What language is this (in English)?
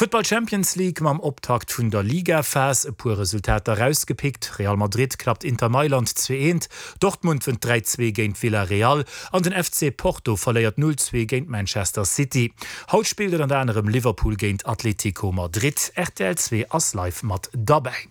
Luxembourgish